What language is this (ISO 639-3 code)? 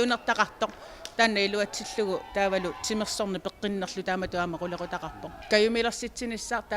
kal